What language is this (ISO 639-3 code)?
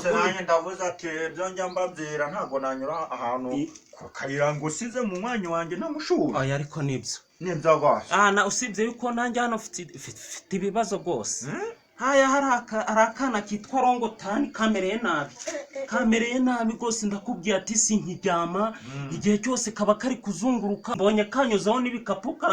kin